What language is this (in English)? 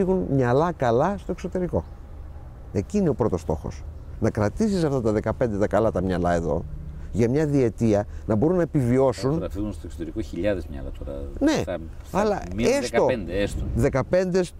Greek